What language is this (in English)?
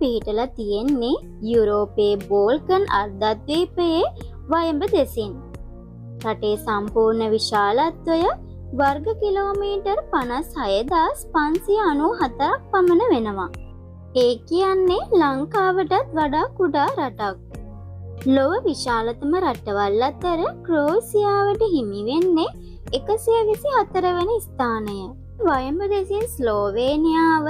Sinhala